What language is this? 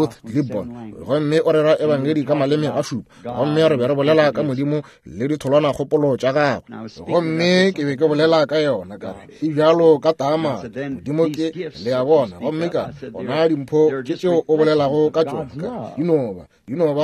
Northern Sotho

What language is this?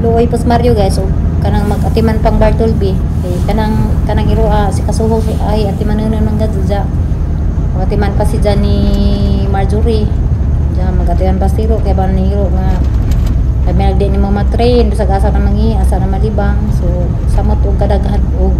Cebuano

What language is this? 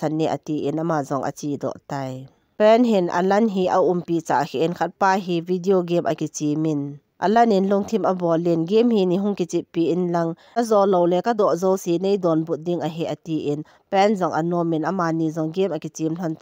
Thado Chin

